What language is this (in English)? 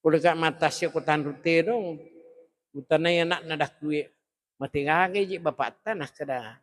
Buginese